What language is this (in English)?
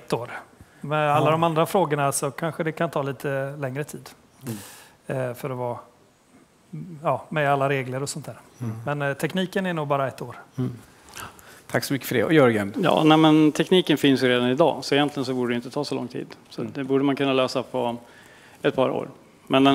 Swedish